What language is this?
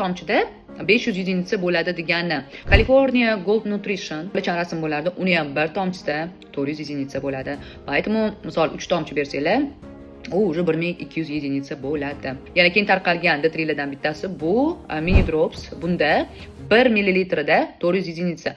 Uzbek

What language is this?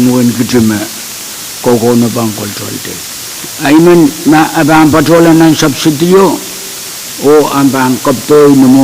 Pohnpeian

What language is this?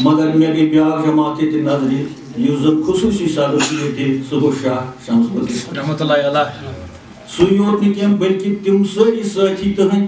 Kashmiri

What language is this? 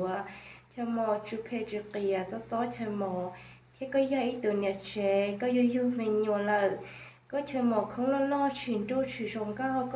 Hmong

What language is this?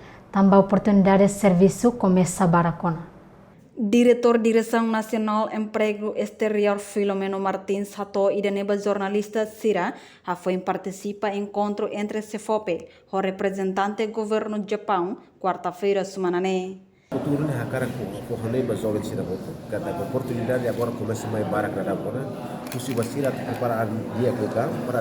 Tetum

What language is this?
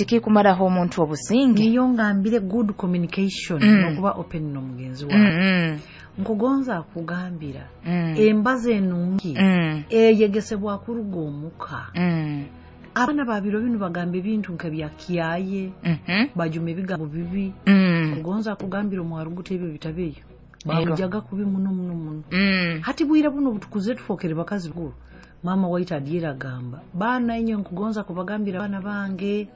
Nyoro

